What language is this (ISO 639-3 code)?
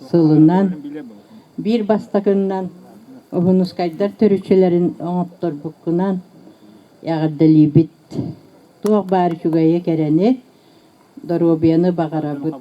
sah